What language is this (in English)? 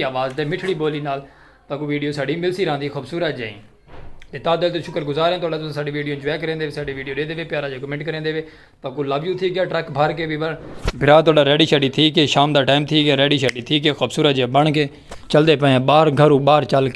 Saraiki